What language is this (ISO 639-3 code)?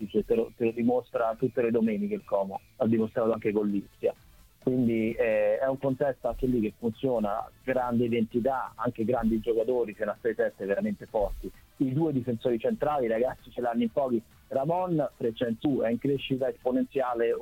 ita